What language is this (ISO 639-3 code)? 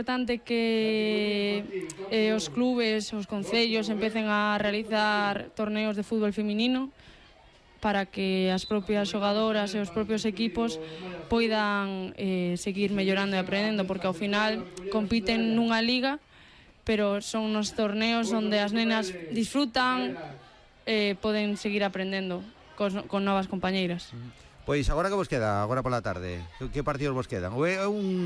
glg